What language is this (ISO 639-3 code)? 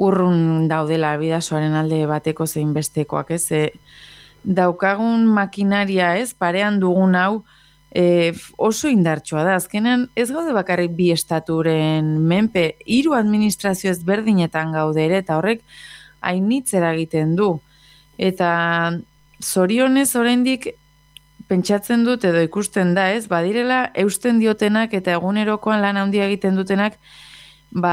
eus